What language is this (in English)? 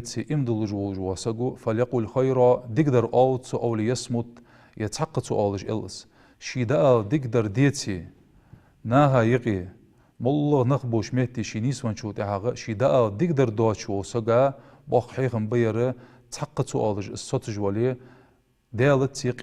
Ingush